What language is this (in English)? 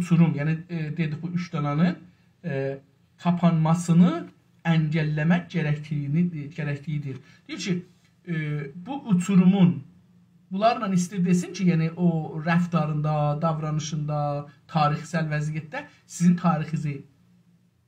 South Azerbaijani